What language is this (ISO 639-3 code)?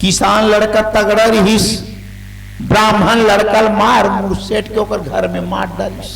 hne